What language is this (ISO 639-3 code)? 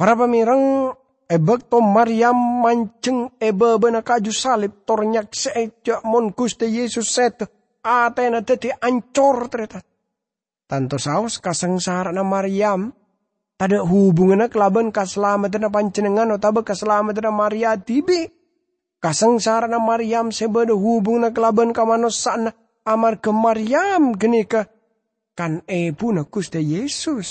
mad